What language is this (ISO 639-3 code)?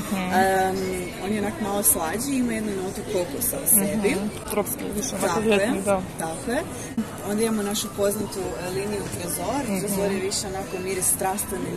hrv